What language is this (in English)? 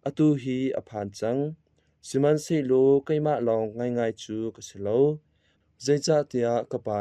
Hakha Chin